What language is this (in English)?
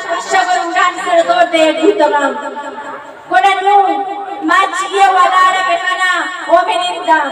Eastern Balochi